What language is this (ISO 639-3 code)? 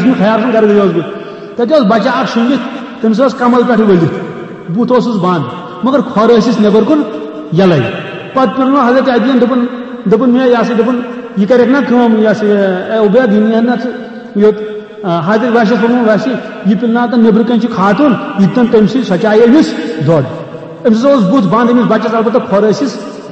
kas